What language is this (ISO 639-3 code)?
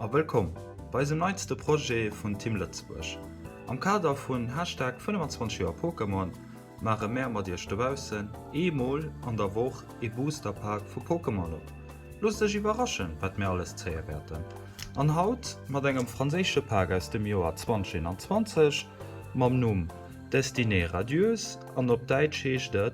ltz